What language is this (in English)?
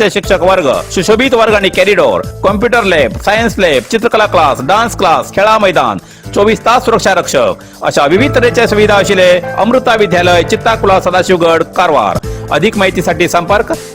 Konkani